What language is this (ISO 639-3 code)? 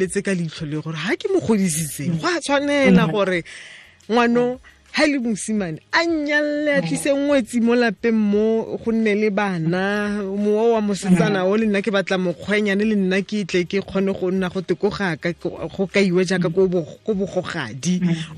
tsn